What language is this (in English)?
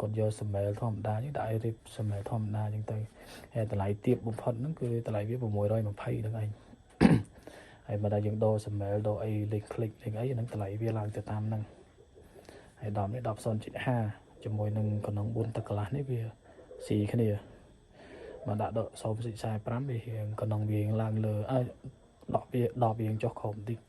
Khmer